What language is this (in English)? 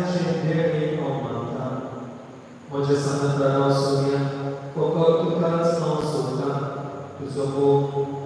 Konkani